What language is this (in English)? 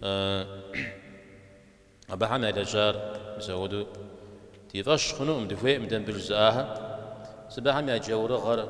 Kabardian